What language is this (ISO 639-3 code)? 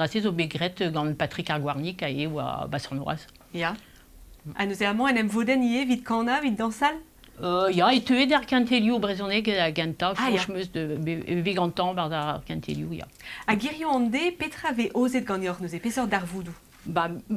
bre